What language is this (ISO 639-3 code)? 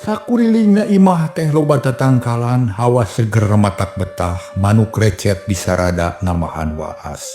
sun